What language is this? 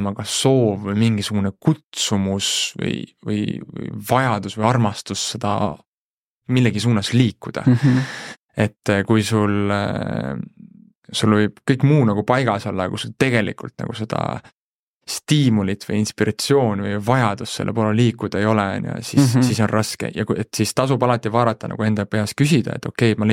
Estonian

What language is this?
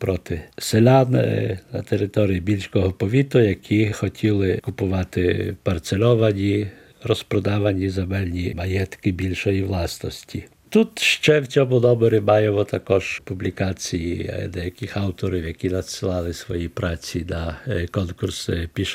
Ukrainian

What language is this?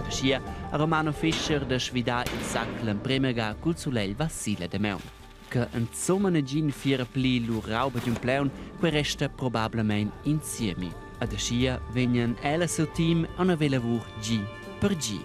Romansh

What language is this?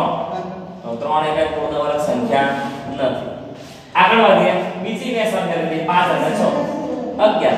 Gujarati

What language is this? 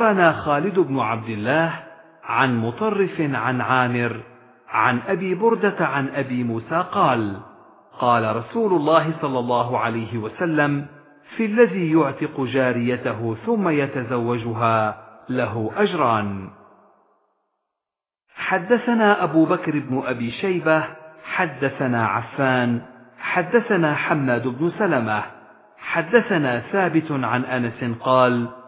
Arabic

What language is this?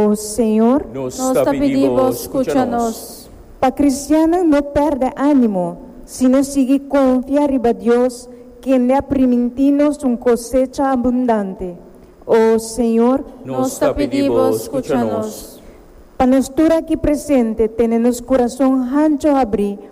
Papiamento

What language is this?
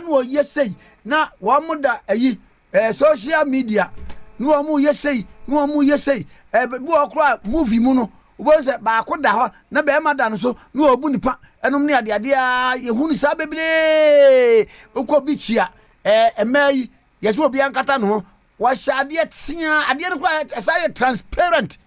Akan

